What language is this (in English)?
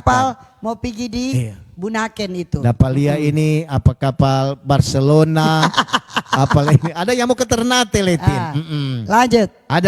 Manado Malay